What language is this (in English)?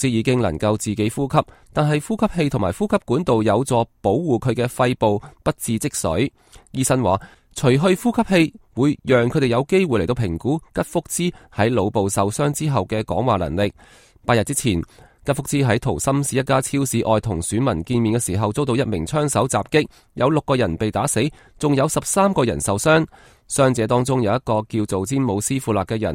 Cantonese